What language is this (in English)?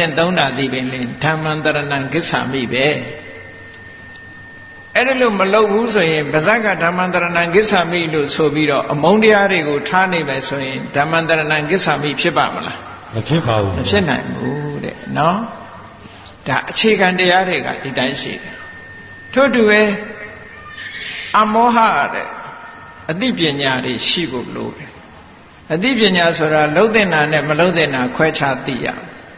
Burmese